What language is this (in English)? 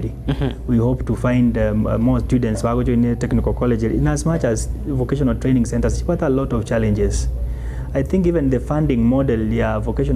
Gusii